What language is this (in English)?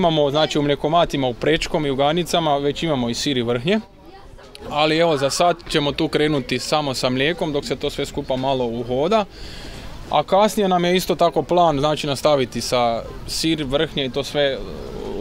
Croatian